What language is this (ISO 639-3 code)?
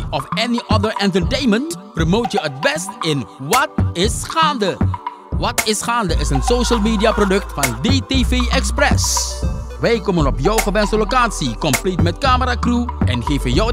nld